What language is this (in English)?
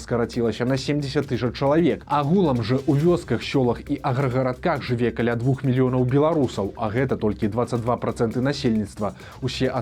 Belarusian